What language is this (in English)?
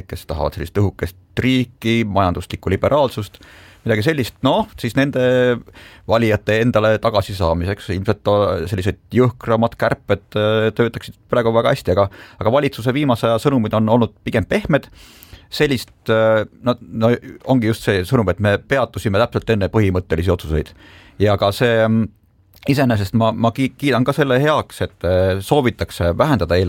Estonian